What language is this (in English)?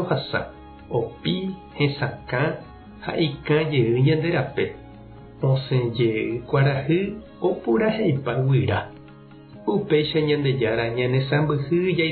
Guarani